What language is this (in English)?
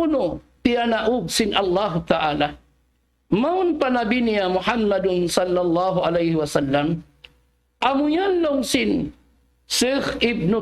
Tausug